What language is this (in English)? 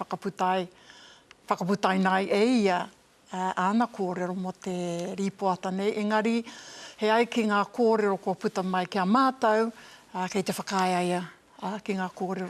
Māori